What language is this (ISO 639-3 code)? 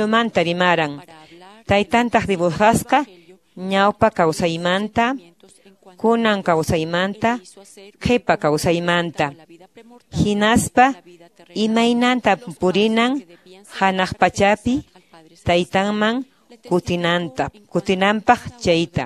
que